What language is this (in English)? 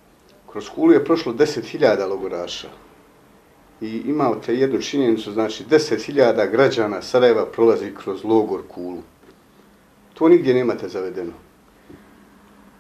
Bosnian